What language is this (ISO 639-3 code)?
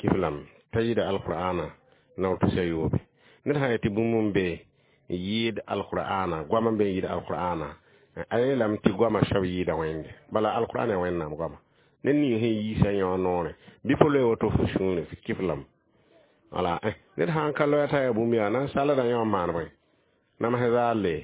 mos